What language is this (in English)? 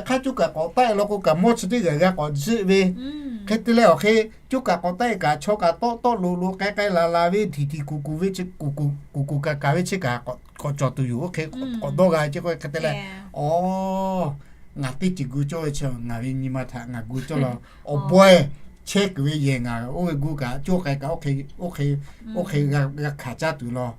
Lahu